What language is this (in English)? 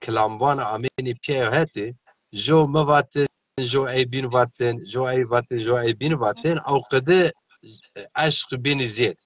Zaza